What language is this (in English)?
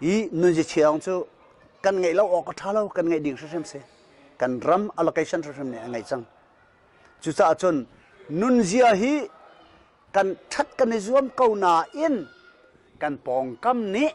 Hakha Chin